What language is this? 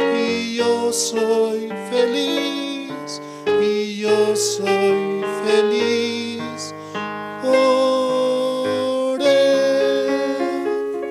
South Bolivian Quechua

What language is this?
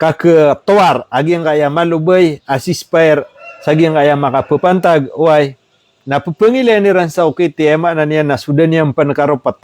Maranao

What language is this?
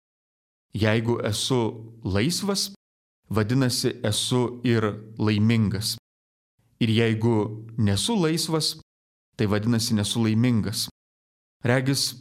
Lithuanian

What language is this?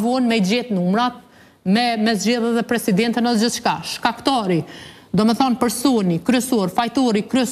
Albanian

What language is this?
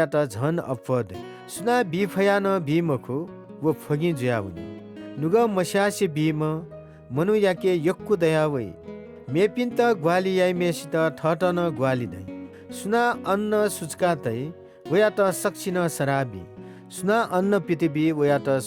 Newari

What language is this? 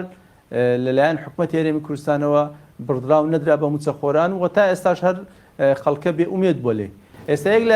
Central Kurdish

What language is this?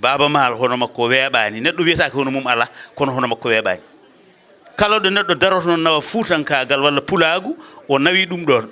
Fula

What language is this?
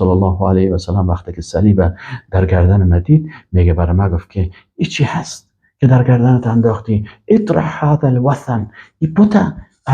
Persian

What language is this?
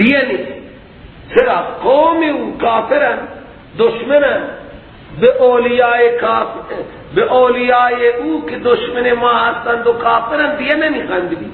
Persian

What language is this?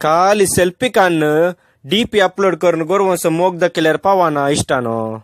Konkani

